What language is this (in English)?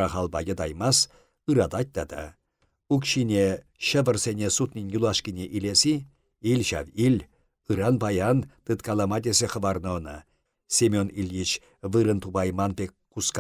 Chuvash